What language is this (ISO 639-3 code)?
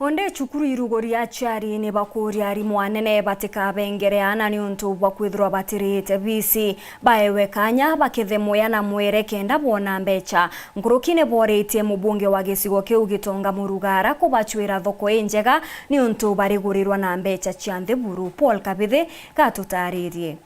mer